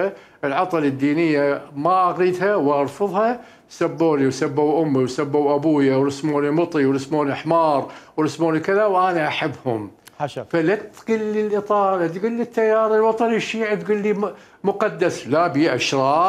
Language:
Mesopotamian Arabic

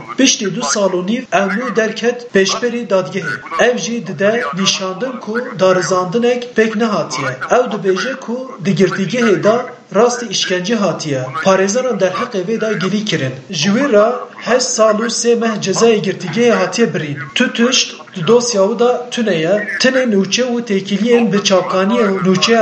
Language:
Kurdish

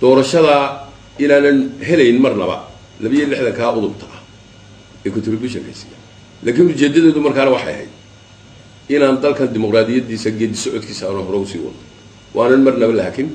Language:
Somali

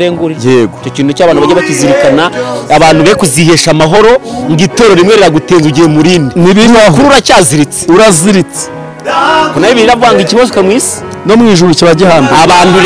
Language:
Kinyarwanda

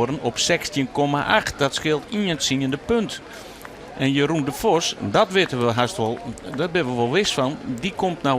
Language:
Western Frisian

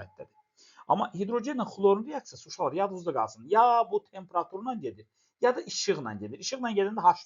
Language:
Azerbaijani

